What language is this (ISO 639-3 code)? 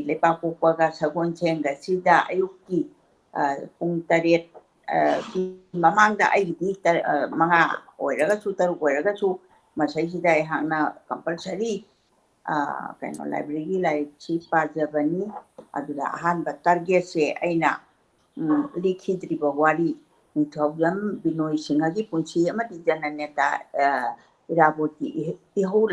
mni